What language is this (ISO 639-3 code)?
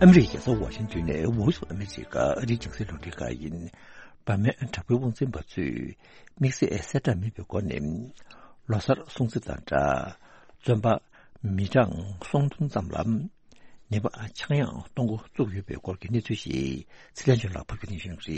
bod